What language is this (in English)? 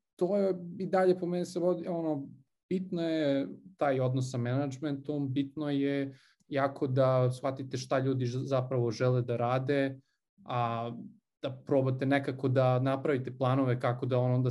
Serbian